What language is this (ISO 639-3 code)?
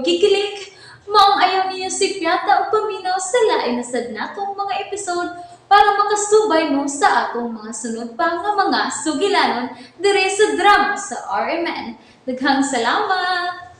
ceb